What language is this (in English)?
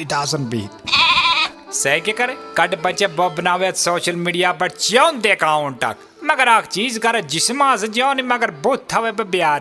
Kashmiri